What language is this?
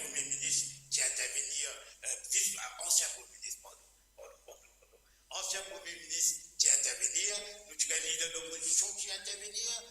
Morisyen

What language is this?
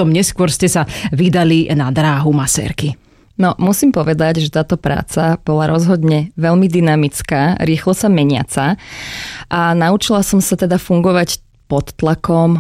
Slovak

